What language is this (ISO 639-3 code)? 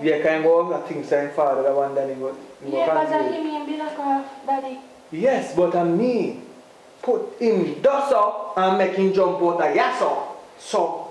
jam